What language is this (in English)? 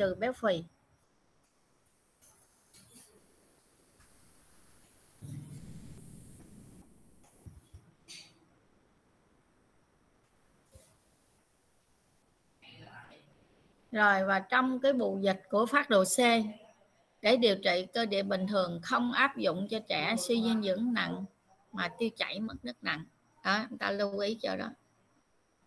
Vietnamese